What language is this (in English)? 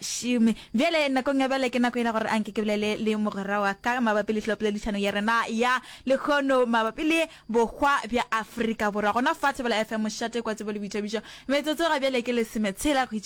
Northern Sotho